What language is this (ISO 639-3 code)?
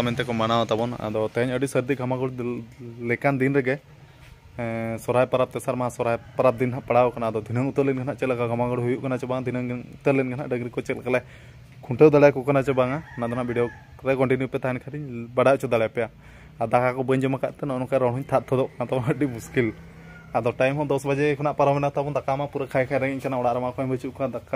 sat